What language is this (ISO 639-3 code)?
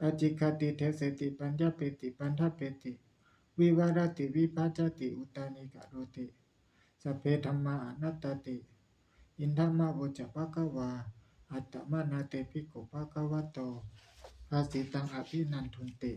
pli